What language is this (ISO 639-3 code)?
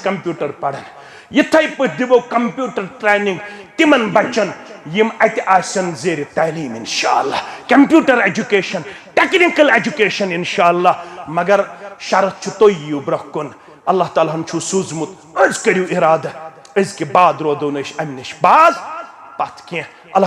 kas